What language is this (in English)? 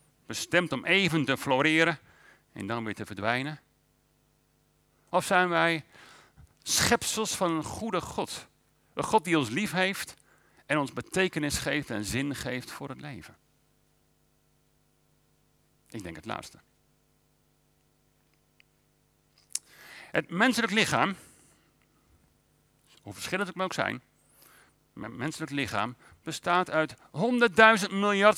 Dutch